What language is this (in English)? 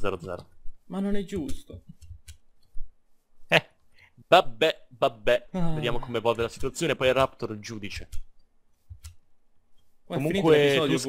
Italian